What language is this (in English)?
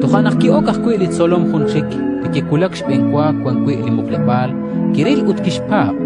Kekchí